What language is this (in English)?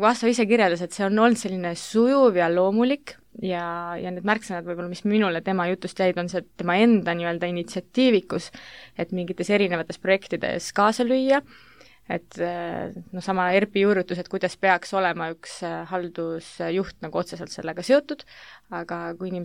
Estonian